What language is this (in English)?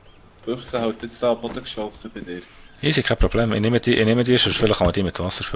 Swiss German